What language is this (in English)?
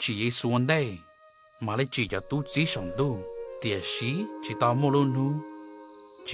Hmong